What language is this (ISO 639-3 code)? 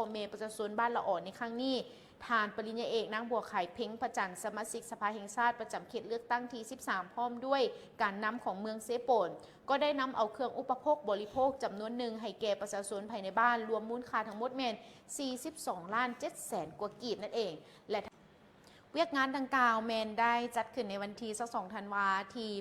lao